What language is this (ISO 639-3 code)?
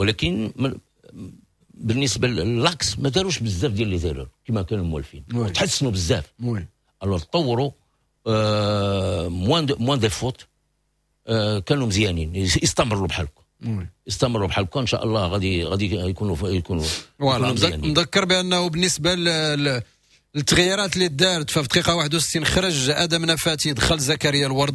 ary